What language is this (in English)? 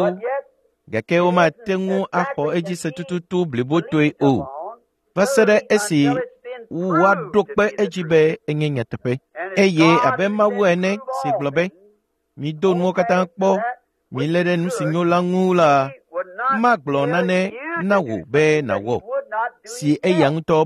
Ewe